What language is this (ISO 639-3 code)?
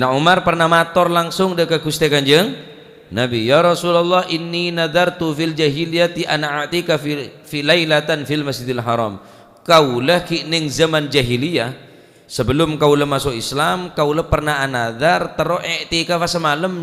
mad